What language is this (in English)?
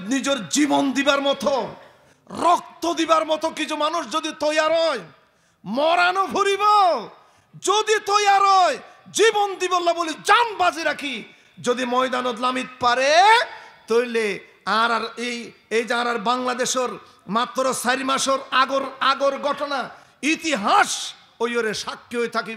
Rohingya